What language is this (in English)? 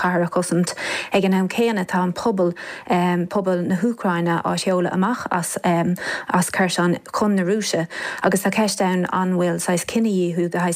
Irish